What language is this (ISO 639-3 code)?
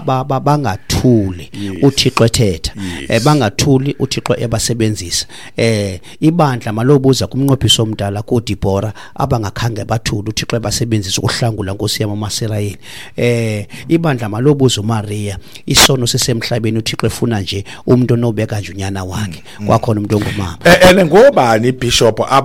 xho